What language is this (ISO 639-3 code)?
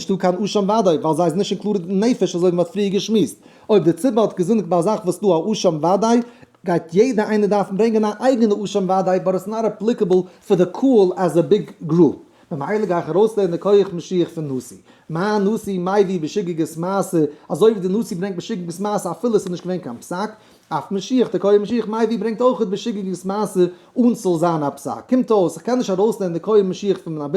yid